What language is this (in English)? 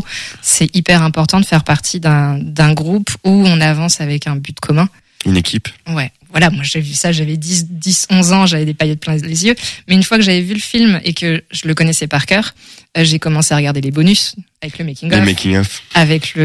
French